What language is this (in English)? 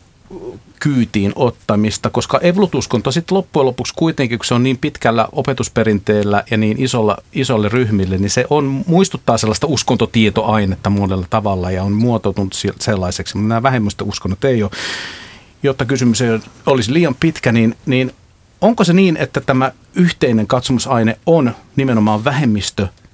Finnish